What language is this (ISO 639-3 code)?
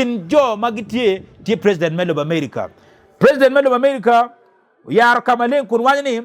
ach